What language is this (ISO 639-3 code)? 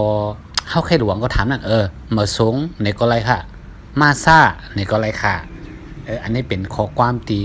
shn